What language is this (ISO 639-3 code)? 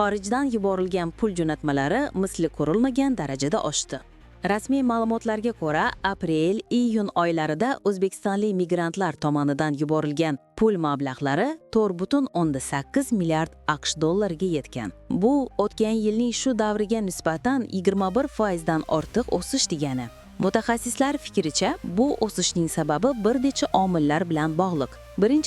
uzb